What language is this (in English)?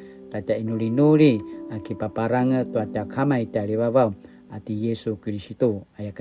Paiwan